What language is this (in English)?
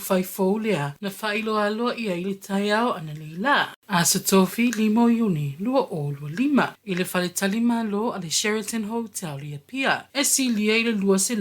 Samoan